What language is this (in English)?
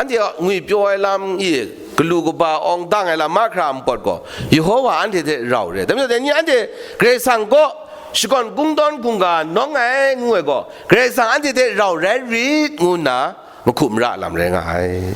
Kachin